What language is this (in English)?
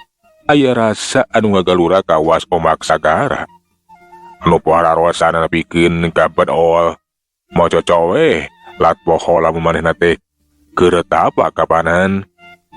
Sundanese